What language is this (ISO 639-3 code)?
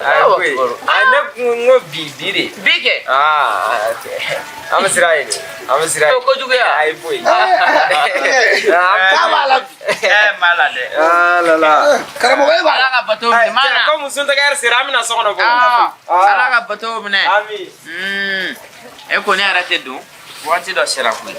bam